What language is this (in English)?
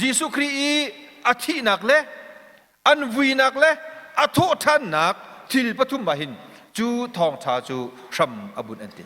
Hakha Chin